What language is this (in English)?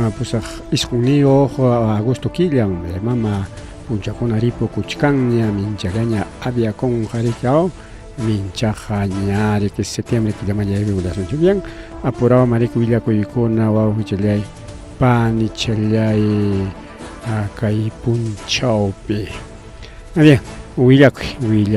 Ayacucho Quechua